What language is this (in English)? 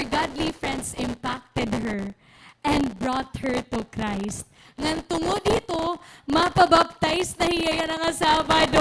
Waray